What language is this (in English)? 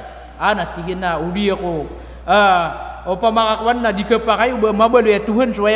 Maranao